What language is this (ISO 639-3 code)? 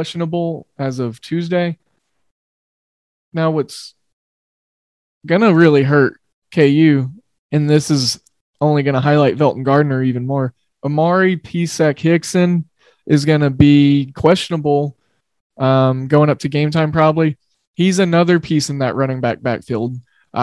eng